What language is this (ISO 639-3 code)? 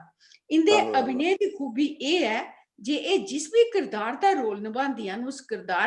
doi